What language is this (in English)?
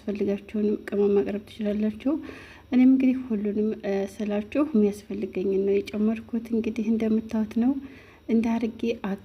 Amharic